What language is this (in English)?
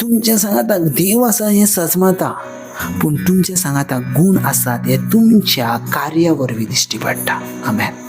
Konkani